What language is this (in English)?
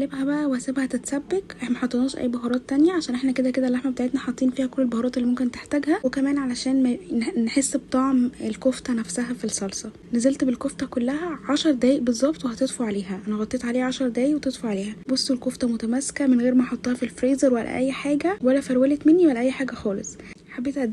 Egyptian Arabic